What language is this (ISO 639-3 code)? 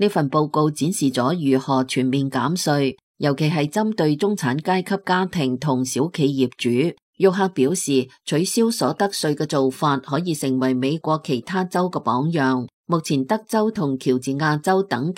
yue